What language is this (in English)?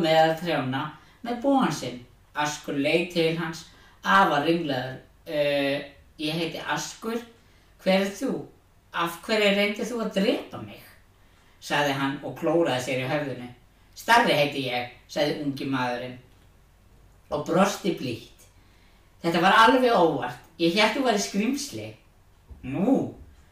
Icelandic